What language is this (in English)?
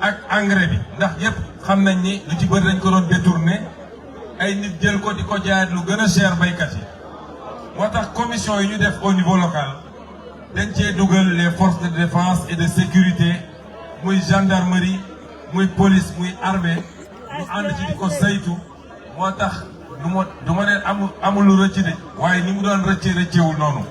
Wolof